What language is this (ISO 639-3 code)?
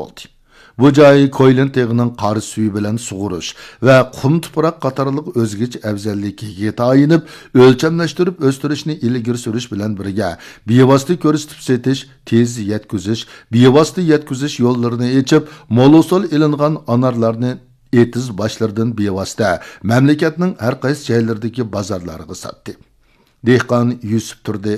uig